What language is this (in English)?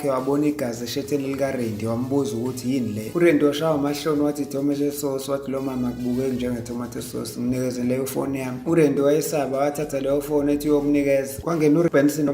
Zulu